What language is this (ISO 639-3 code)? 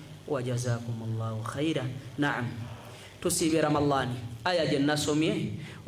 lug